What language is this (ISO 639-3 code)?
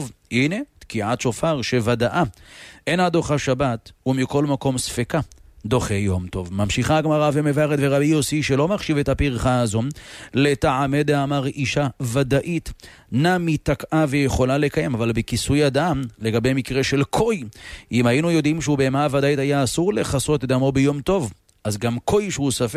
heb